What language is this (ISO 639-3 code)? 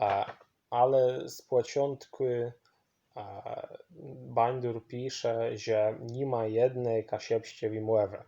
szl